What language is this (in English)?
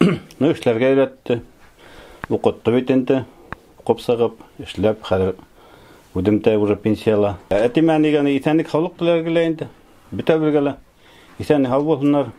Bashkir